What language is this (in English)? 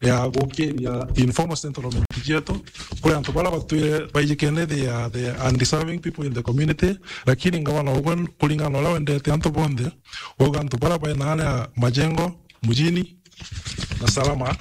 Meru